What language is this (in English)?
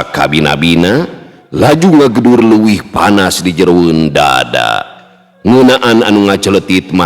Sundanese